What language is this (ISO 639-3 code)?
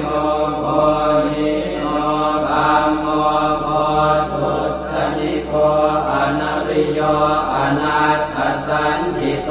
pli